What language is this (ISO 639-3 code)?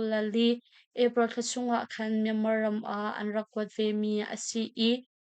cnh